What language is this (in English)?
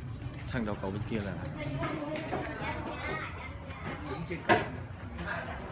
Vietnamese